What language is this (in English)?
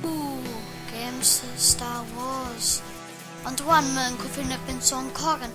Welsh